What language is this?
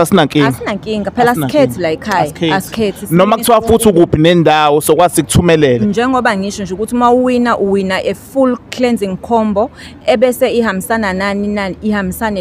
Zulu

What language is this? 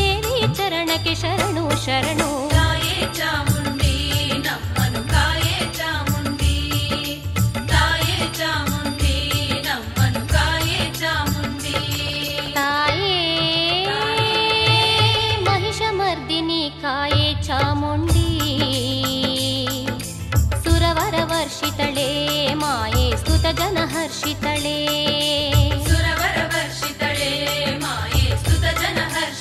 Kannada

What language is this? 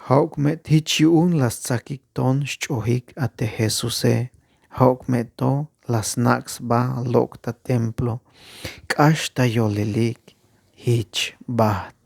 Tzeltal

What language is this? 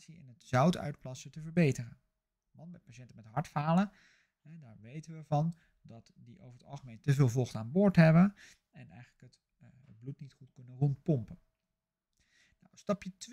Dutch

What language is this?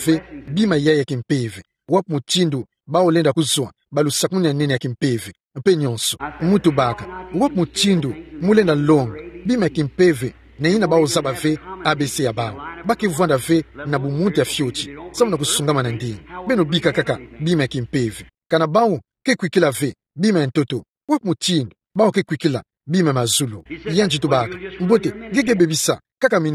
Kituba (Democratic Republic of Congo)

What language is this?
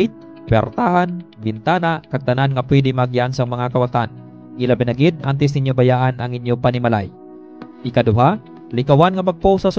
Hiligaynon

